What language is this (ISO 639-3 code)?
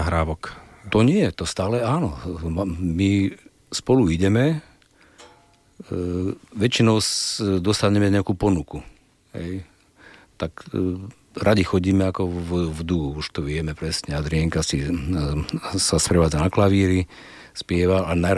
slk